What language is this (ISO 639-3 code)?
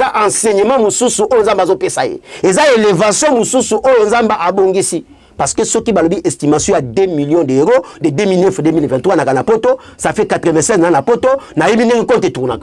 lin